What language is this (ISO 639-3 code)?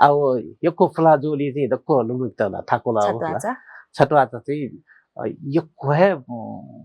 new